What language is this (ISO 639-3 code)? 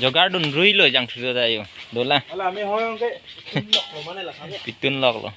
mjw